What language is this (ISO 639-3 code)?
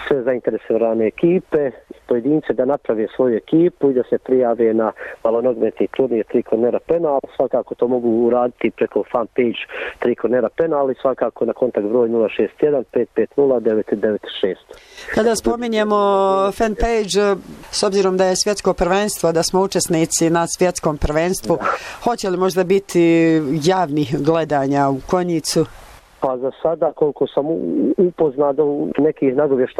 bos